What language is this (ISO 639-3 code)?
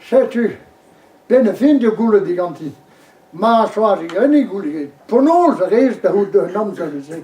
bre